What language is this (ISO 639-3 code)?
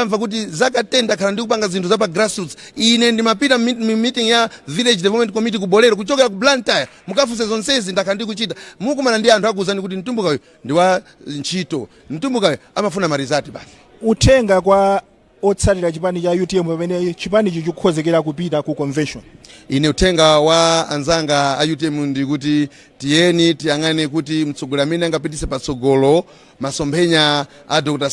nya